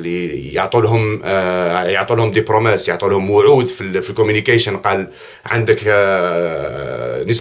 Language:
Algerian Arabic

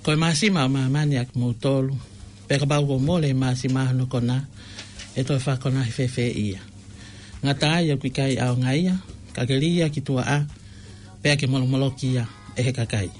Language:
Tongan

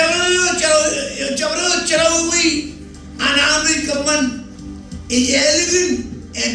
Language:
Marshallese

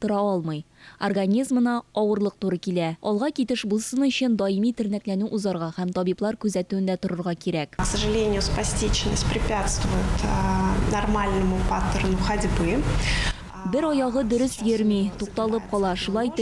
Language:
Tatar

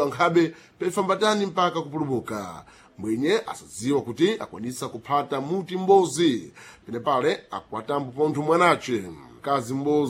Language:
Sena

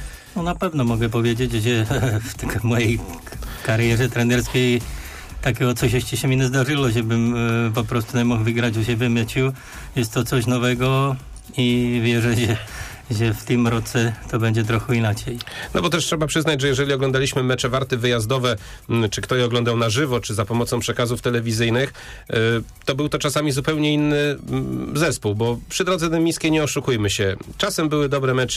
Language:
Polish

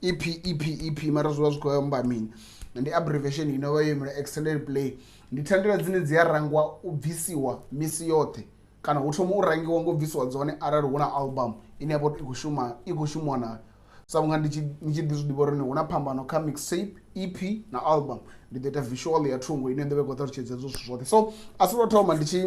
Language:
Venda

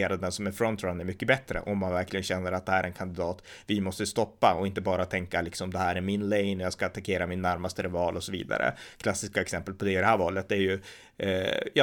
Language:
Swedish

